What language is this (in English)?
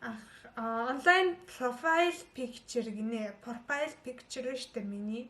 Mongolian